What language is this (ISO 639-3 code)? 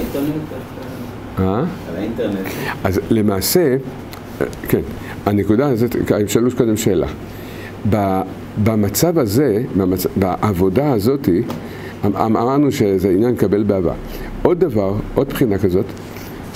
heb